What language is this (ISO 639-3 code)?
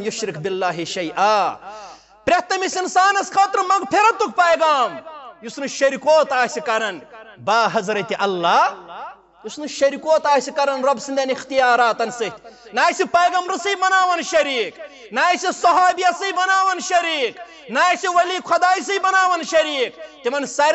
kas